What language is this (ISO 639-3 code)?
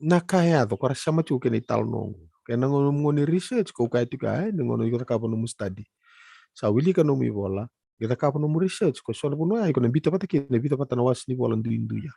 fij